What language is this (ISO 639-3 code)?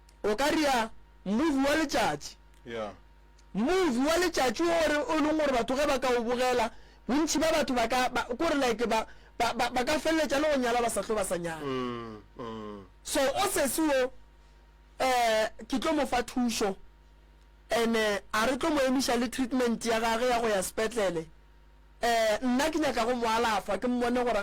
nso